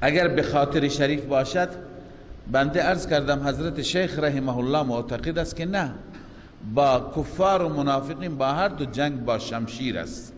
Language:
Persian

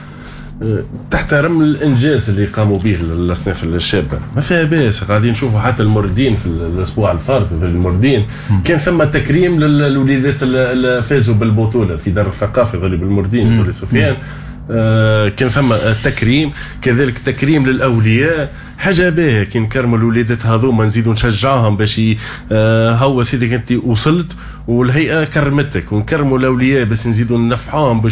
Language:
Tunisian Arabic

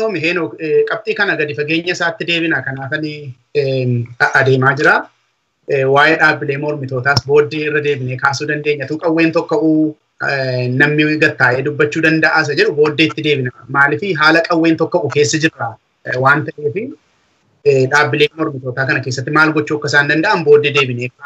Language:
Oromo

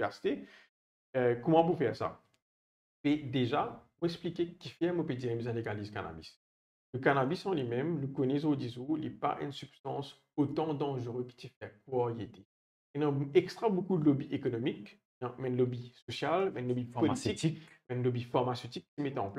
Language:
Morisyen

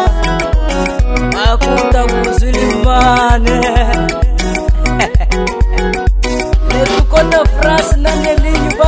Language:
Swahili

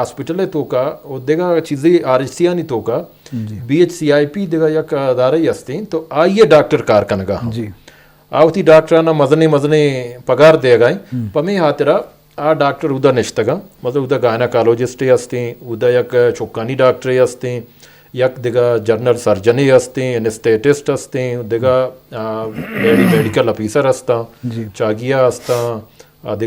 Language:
Eastern Balochi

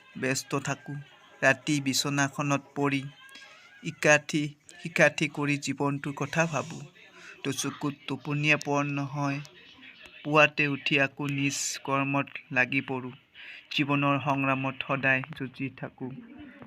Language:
Assamese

